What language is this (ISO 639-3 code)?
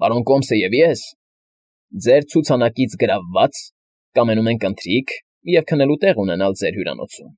hye